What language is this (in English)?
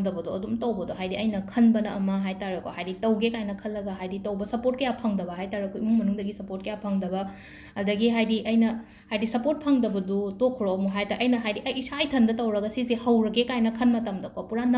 Manipuri